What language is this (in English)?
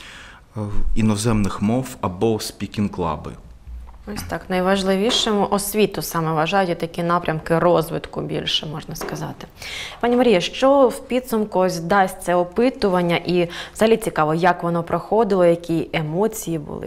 Ukrainian